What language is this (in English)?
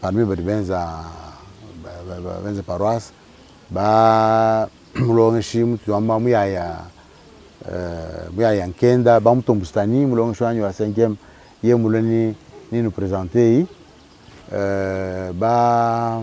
Luba-Lulua